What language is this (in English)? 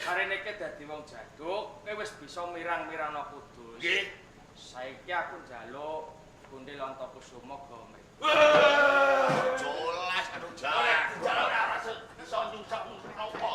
Javanese